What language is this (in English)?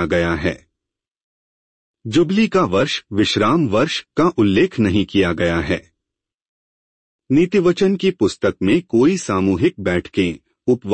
Hindi